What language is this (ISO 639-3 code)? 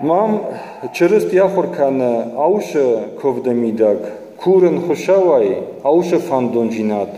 oss